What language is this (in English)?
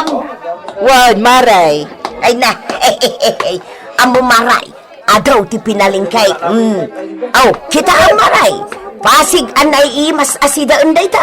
Iloko